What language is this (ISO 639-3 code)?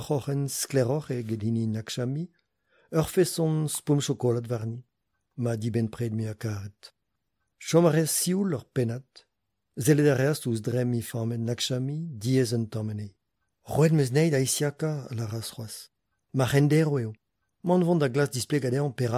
bre